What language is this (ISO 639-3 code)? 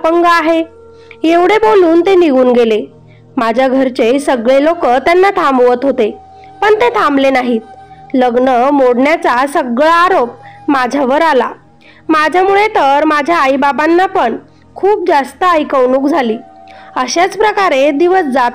mar